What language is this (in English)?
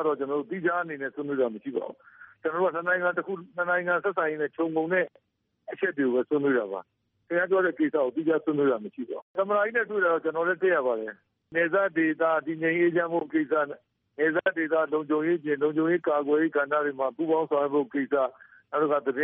Burmese